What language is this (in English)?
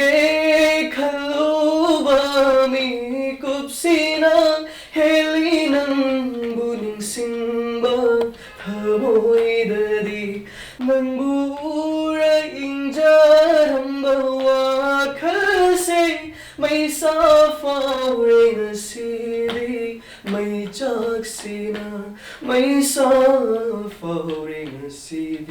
Manipuri